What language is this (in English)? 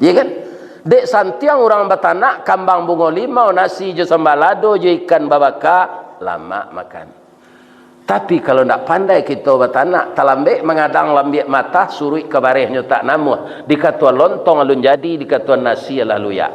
Minangkabau